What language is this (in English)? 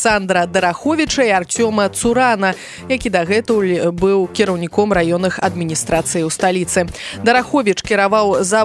Belarusian